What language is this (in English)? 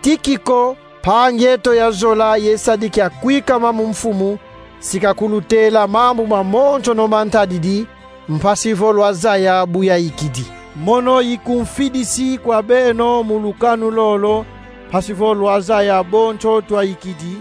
Kongo